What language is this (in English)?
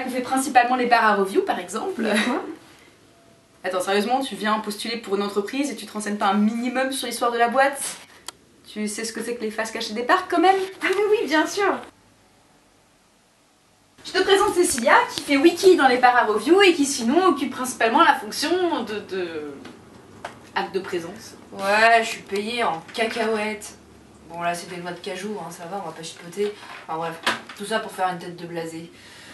French